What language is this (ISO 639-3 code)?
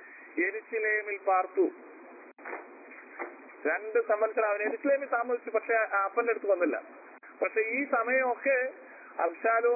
mal